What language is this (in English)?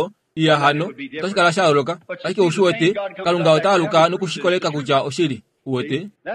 Kuanyama